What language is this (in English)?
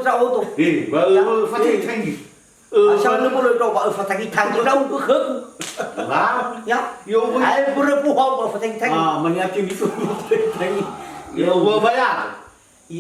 Nias